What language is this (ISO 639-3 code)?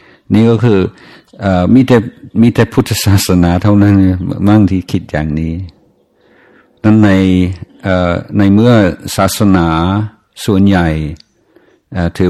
tha